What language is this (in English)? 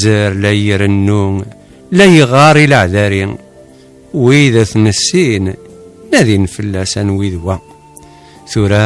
Kabyle